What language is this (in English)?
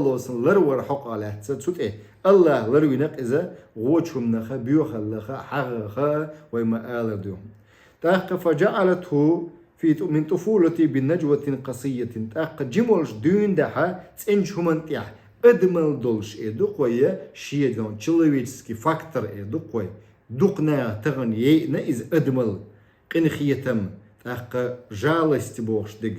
Chechen